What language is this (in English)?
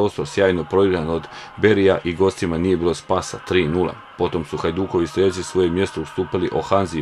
Croatian